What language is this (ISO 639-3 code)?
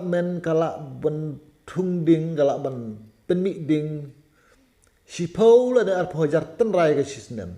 kha